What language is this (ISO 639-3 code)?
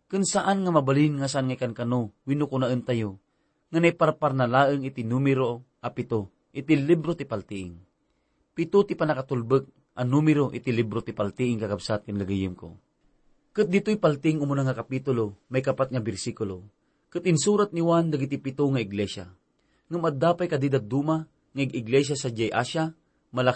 ilo